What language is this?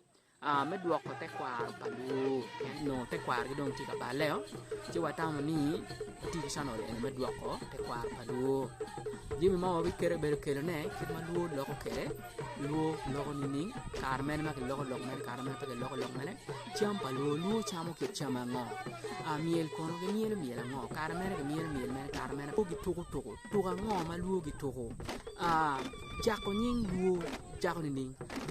Acoli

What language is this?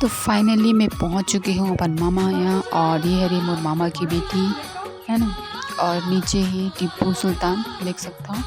Chhattisgarhi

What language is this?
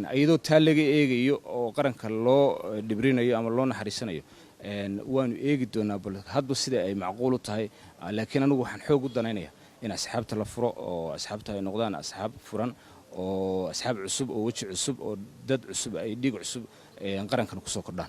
Somali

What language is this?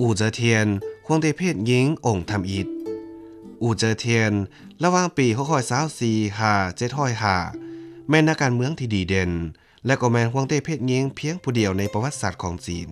Lao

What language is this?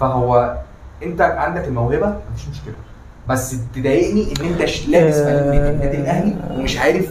Egyptian Arabic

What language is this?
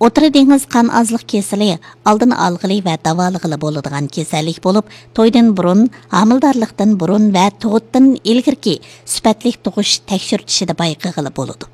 Uyghur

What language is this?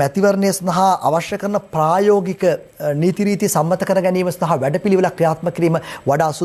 Sinhala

